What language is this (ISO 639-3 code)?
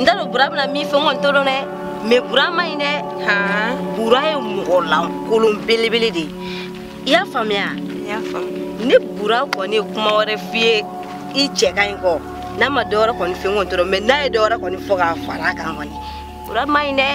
bam